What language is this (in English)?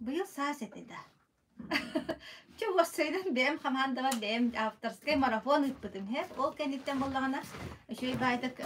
Yakut